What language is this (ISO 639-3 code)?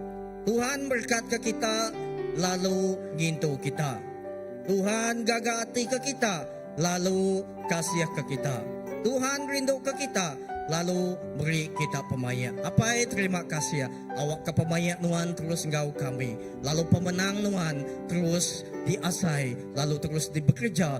iba